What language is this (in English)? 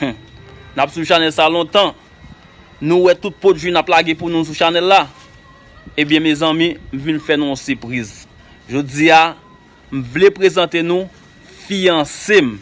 Haitian Creole